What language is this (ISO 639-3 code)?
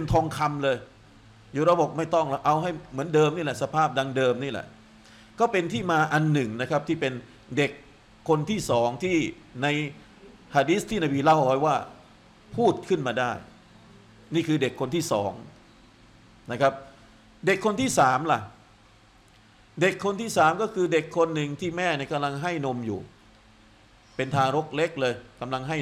tha